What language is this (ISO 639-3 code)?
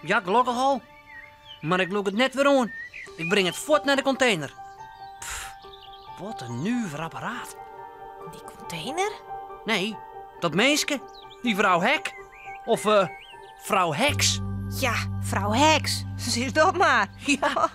fry